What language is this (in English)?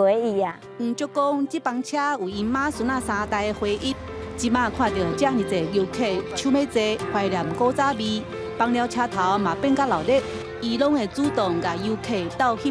Min Nan Chinese